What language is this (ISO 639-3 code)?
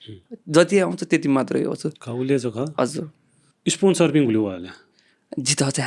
new